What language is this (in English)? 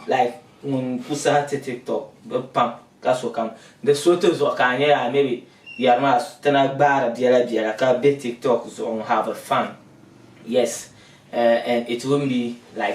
Dagbani